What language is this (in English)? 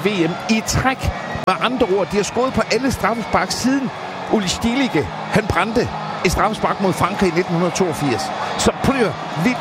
Danish